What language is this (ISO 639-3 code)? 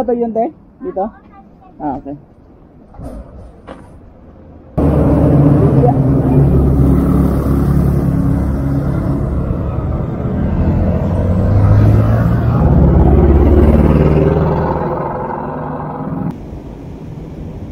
fil